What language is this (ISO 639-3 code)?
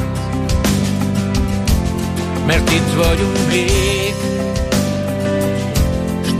hun